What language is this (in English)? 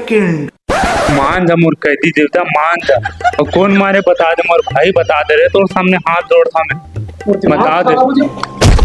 Chhattisgarhi